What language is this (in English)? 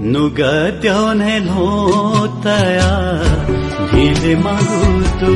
Newari